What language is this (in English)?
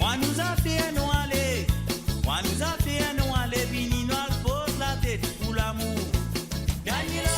Morisyen